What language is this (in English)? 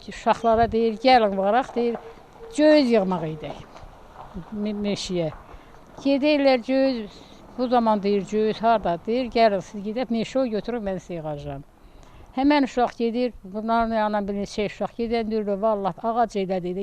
Azerbaijani